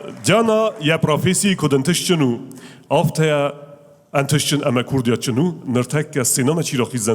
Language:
Ossetic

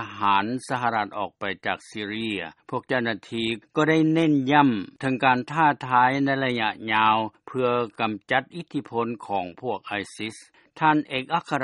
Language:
Lao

